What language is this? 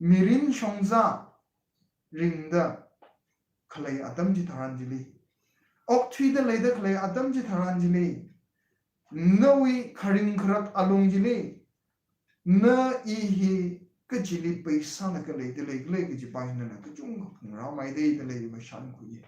Tangkhul Naga (India)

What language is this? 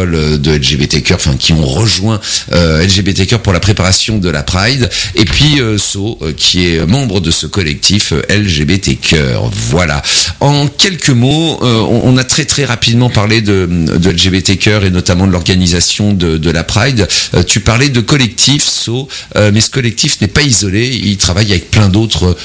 French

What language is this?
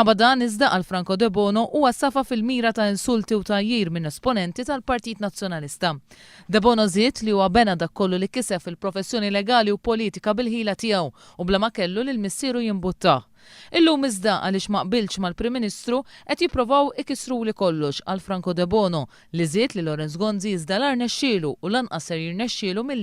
Maltese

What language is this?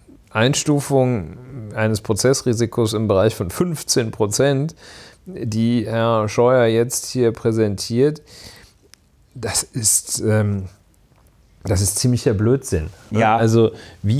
German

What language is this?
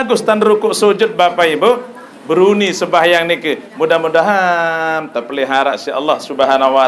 Sasak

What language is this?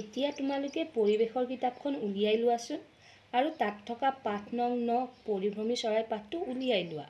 Assamese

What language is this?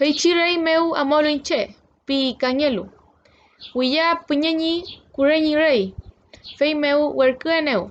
Mapuche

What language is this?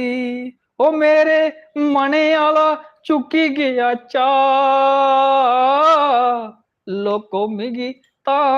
Dogri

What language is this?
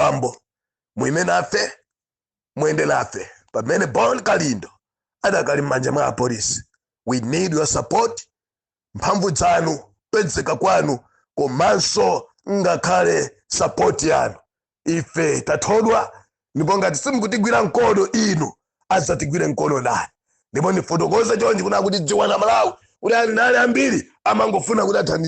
Nyanja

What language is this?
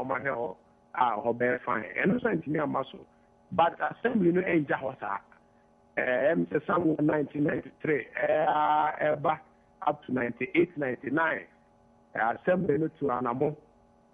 Akan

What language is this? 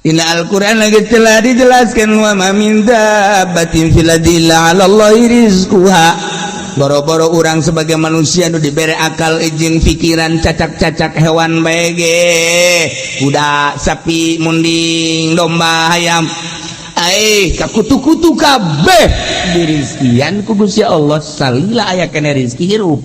Sundanese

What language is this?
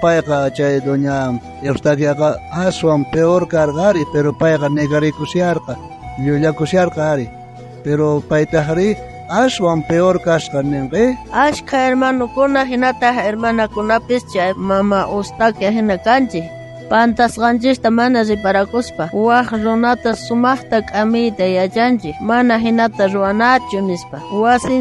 South Bolivian Quechua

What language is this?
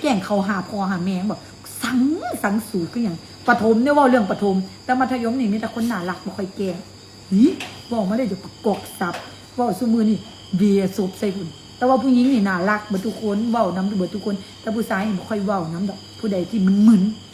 Lao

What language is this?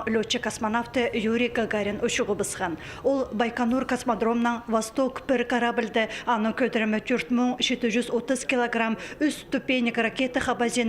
Khakas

